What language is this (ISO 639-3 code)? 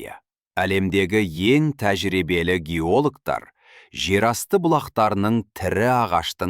kaz